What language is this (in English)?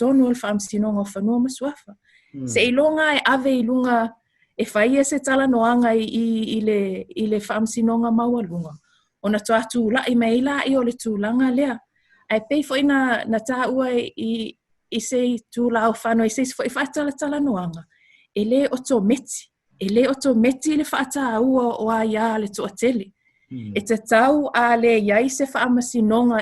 Samoan